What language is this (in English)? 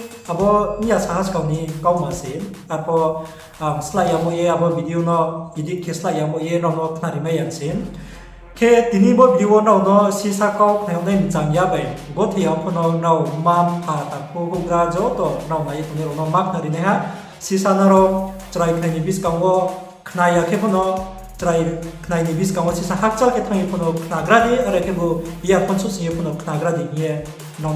Riang (India)